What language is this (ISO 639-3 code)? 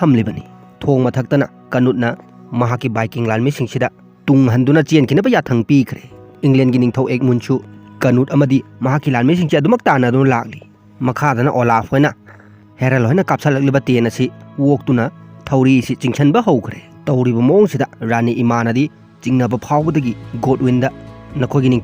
mni